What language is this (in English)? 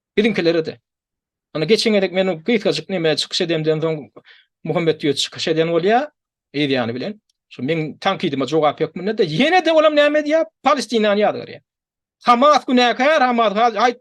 Turkmen